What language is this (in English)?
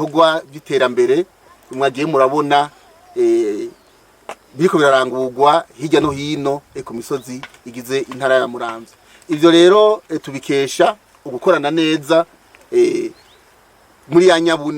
Rundi